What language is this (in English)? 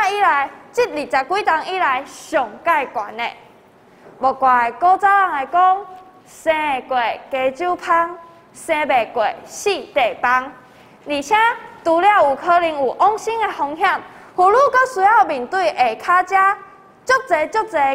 Min Nan Chinese